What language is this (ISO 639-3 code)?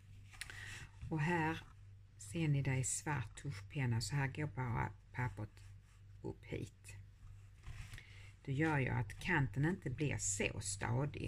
swe